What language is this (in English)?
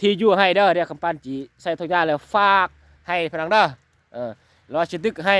Lao